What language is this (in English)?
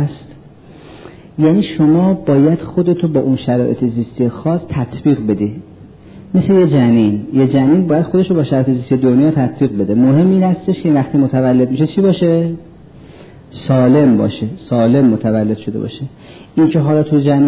Persian